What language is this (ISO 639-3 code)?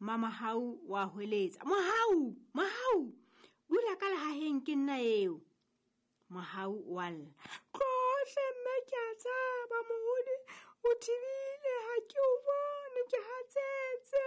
sot